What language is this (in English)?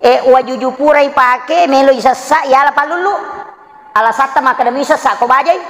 Buginese